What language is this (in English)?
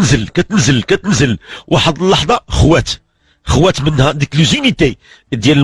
Moroccan Arabic